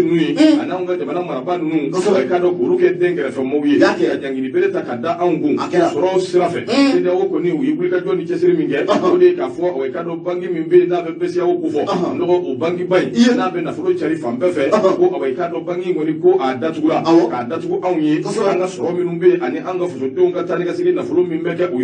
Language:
Bambara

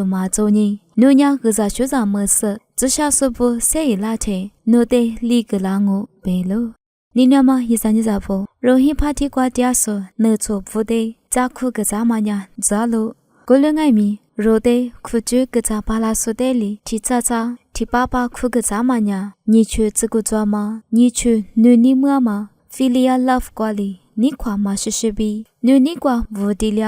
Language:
Lisu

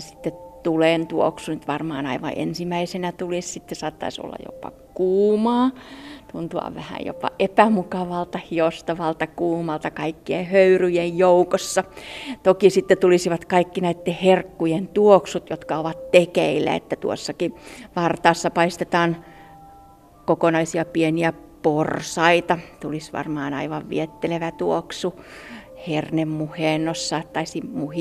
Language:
Finnish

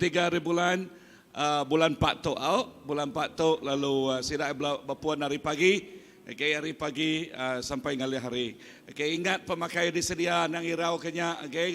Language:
Iban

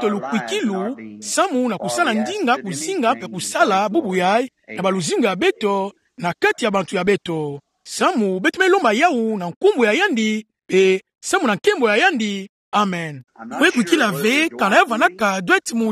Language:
Kituba (Democratic Republic of Congo)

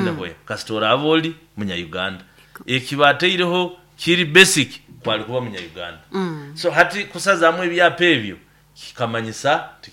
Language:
Nyoro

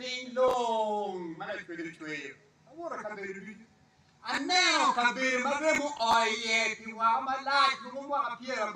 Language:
Acoli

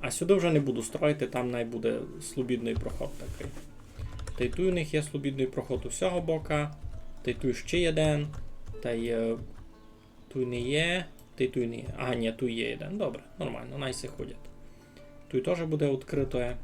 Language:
Rusyn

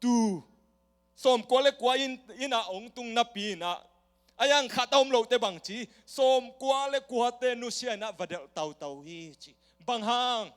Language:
Tedim Chin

